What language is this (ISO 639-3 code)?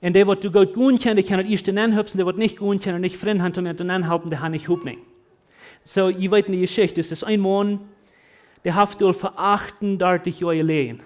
pdt